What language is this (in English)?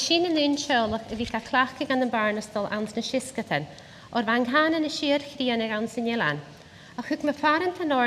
Scottish Gaelic